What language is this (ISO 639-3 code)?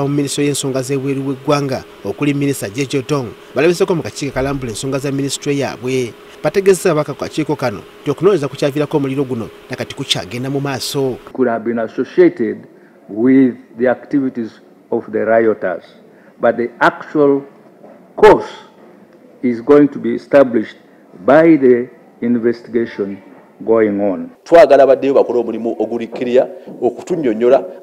lug